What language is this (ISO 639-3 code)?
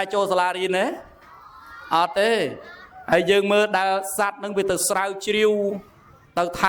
khm